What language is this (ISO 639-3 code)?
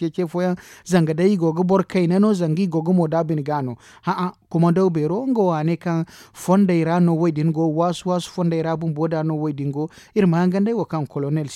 dje